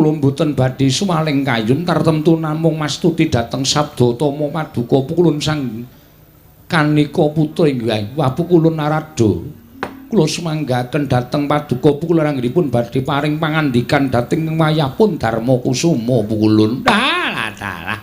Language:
Javanese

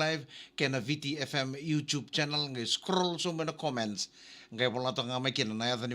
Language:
Fijian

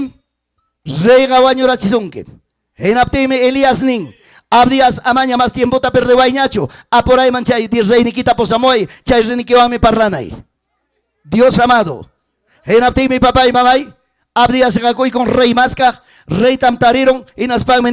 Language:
Ayacucho Quechua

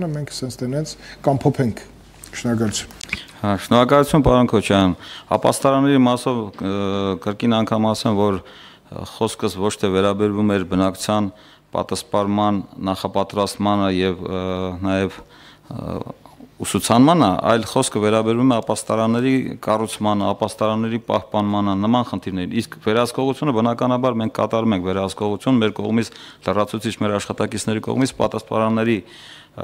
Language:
Armenian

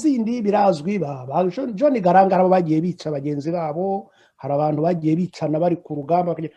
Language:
Kinyarwanda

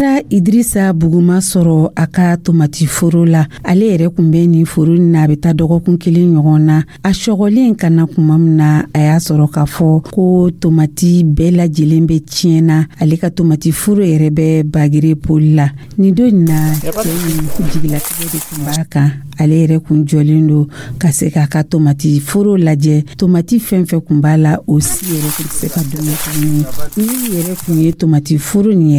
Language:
Dyula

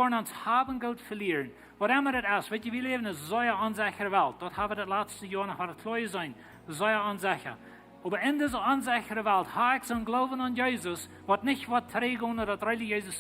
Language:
Plautdietsch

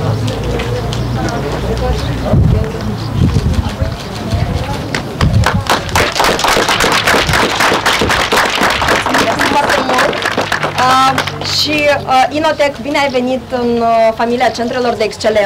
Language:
Romanian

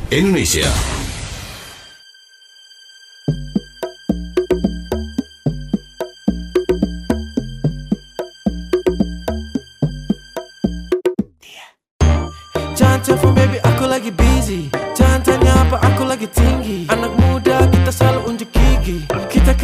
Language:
Indonesian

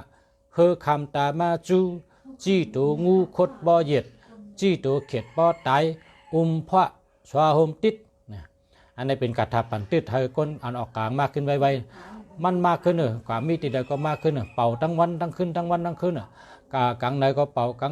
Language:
Shan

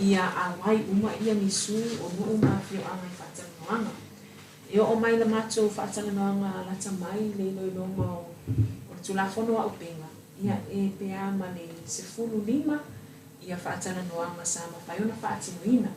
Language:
Samoan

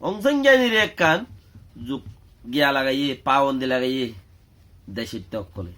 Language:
Rohingya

